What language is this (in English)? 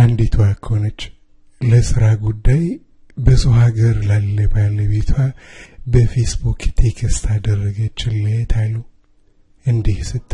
Amharic